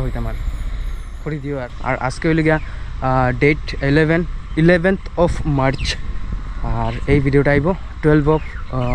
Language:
Sylheti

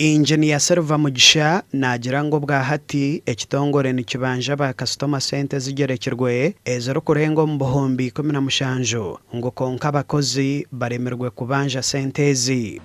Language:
Nyankole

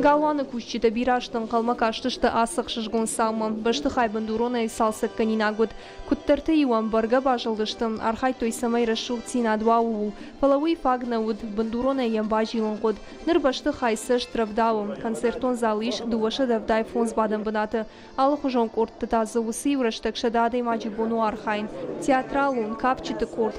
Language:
Ossetic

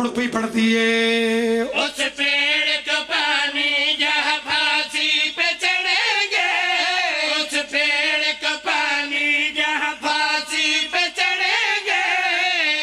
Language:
Pahari-Potwari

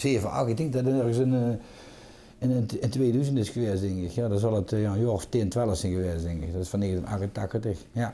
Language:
Limburgish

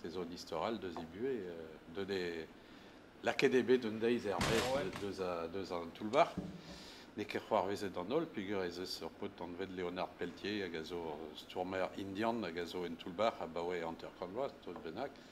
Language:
Breton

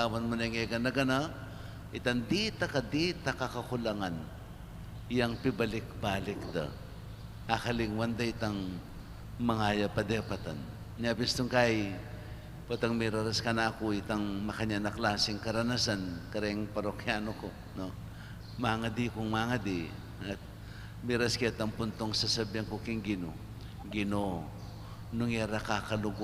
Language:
Pampanga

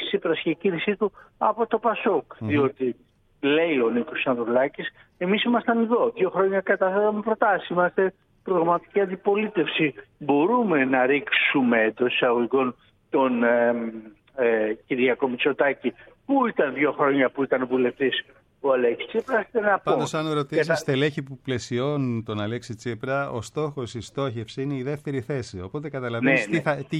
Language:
Greek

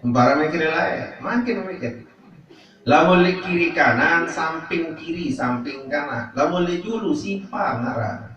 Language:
Sasak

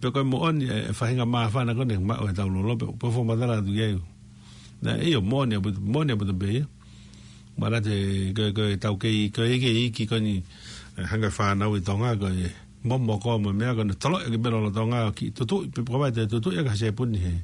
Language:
Tongan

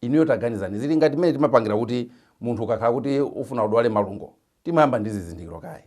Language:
Nyanja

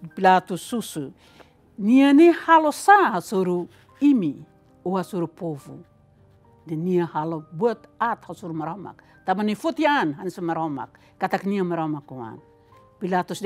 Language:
Tetum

